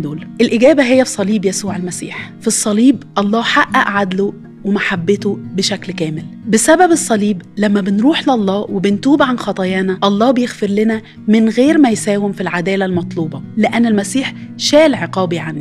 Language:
Egyptian Arabic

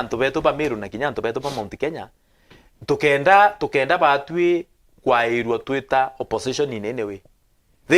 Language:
Meru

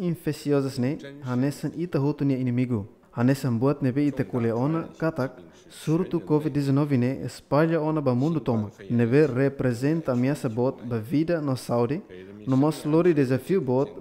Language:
Tetum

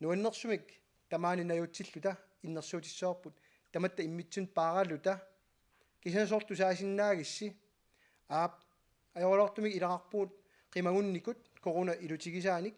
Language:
Kalaallisut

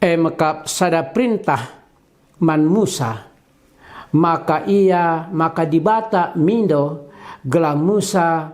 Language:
Batak Karo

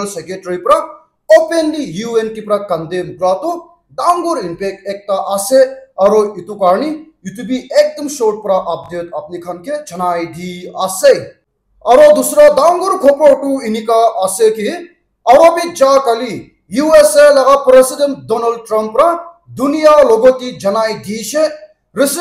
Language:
Naga Pidgin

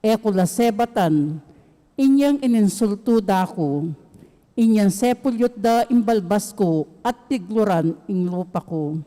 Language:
Pampanga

